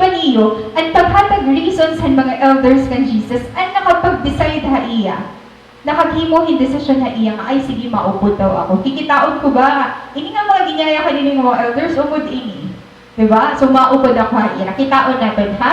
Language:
Waray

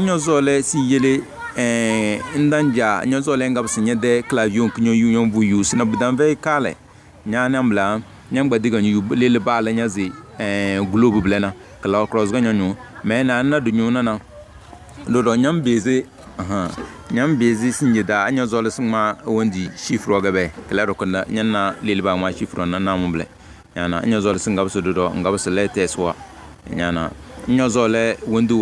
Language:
Tem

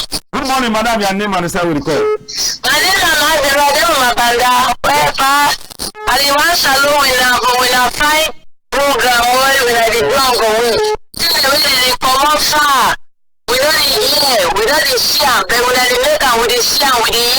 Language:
Cameroon Pidgin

